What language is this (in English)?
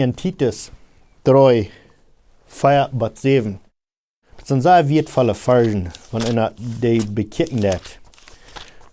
Plautdietsch